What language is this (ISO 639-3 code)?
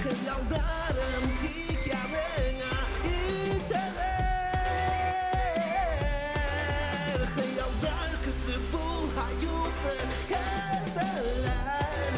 bak